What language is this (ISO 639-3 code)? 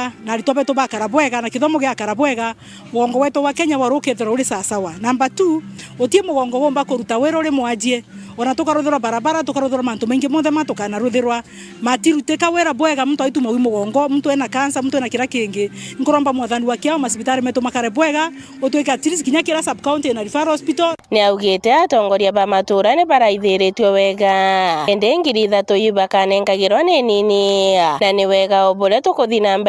mer